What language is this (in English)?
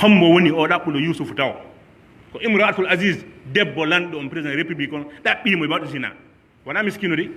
Pular